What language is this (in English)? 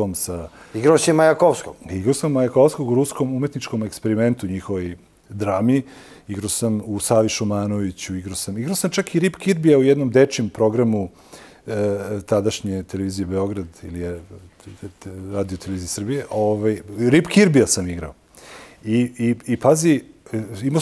Serbian